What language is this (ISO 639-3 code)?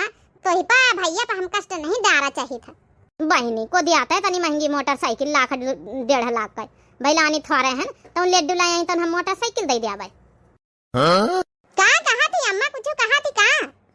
awa